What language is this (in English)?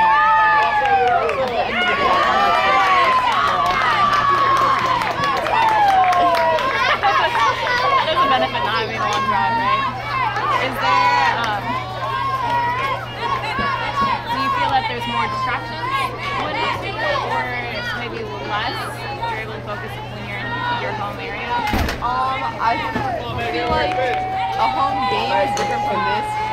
English